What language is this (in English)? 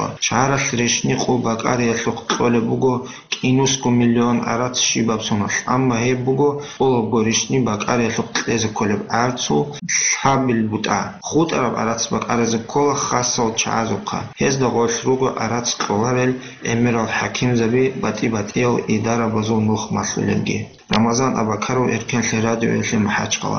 Avaric